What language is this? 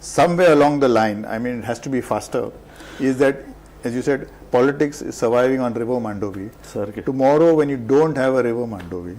Konkani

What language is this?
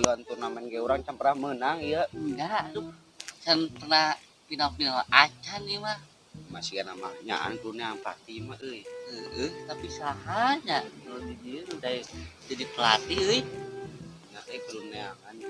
Sundanese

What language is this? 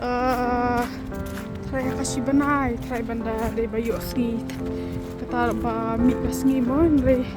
Khasi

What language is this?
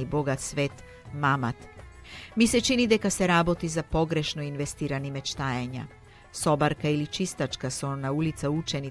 Macedonian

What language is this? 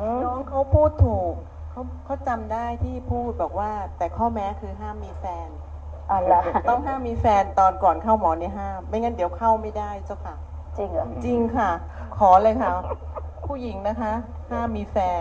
Thai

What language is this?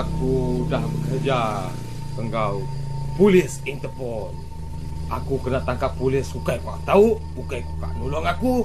Iban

